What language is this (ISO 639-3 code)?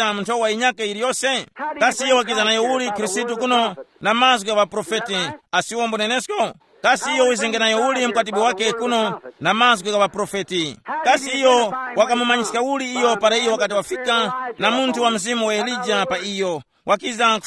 tum